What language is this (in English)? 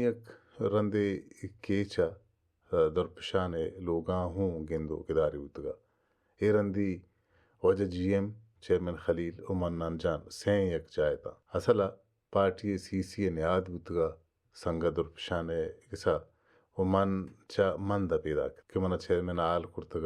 Baluchi